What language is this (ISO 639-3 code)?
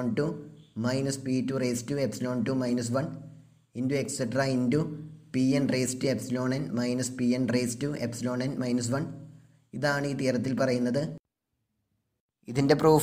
mal